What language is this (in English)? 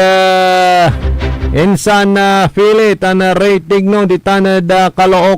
Pangasinan